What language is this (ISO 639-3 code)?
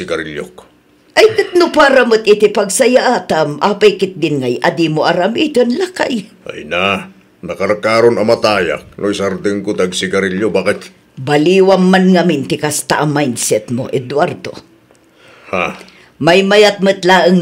ilo